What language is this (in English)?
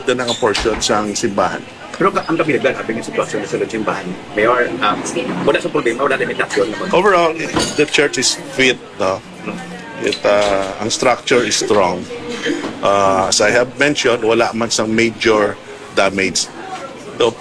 Hiligaynon